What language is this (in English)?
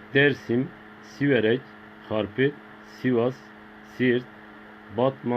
Zaza